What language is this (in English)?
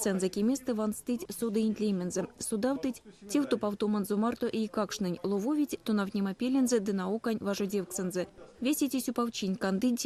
Erzya